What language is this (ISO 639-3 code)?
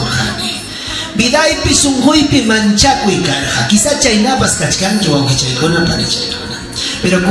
quy